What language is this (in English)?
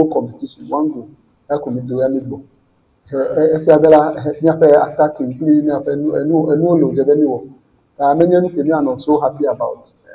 Ewe